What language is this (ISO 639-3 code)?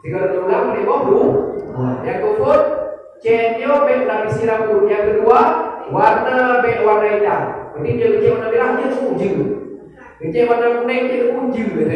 ace